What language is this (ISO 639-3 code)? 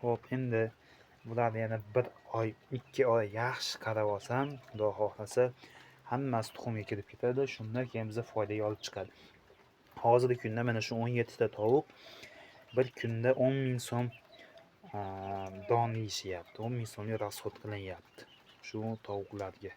uzb